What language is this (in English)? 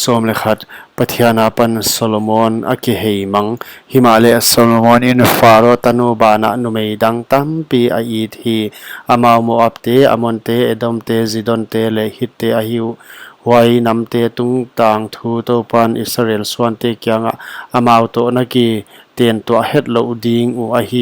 Paite Chin